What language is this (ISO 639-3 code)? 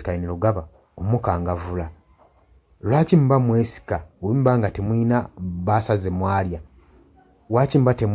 lug